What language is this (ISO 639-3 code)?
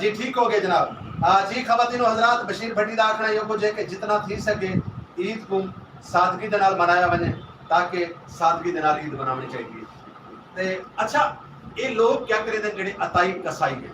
skr